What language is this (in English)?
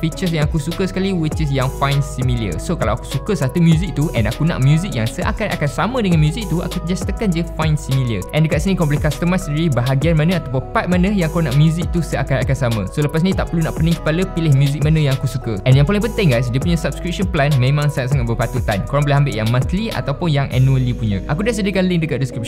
Malay